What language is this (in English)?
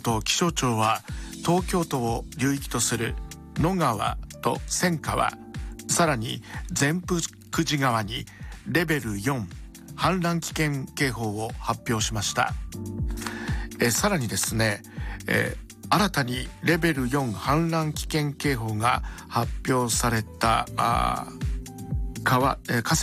Japanese